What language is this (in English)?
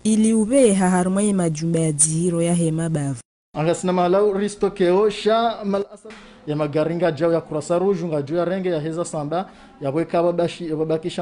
Ngazidja Comorian